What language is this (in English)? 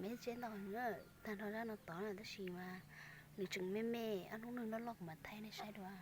Hmong